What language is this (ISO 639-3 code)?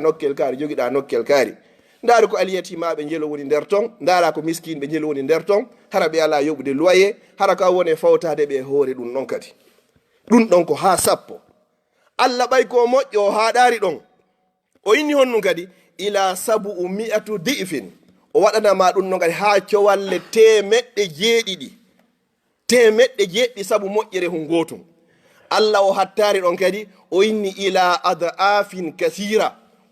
ful